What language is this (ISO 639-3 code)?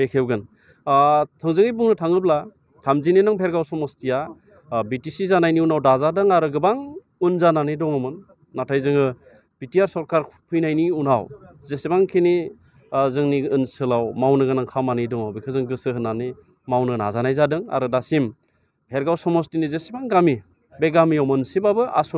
brx